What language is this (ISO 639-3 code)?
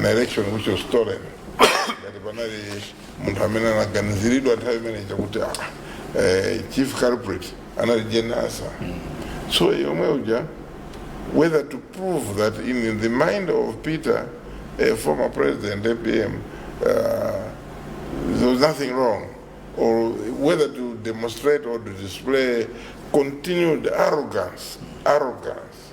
nya